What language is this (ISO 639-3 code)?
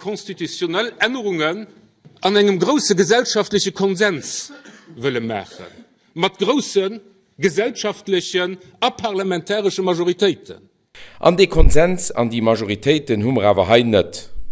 ltz